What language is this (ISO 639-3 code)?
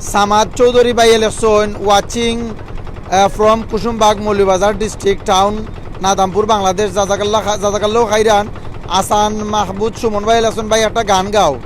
syl